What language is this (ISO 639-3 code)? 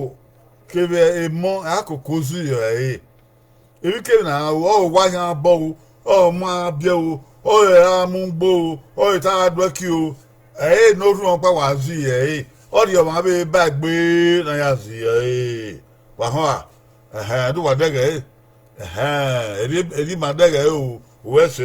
bin